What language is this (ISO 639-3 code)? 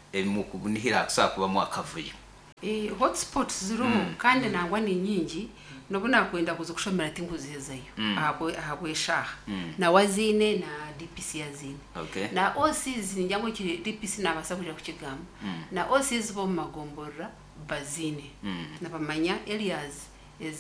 nyn